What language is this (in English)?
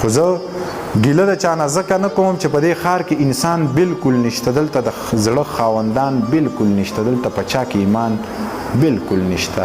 Pashto